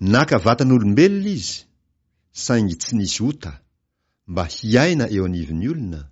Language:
Malagasy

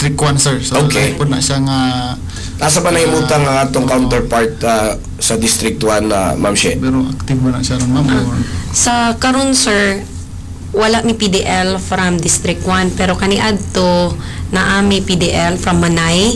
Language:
Cebuano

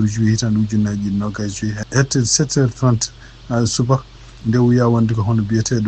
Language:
Fula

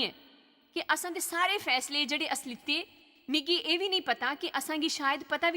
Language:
Dogri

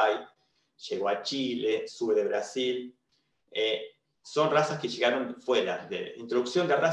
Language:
Spanish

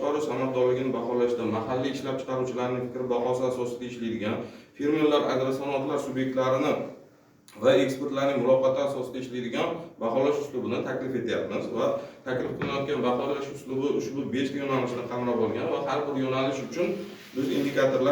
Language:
Uzbek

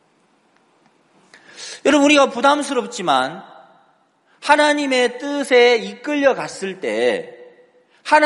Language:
Korean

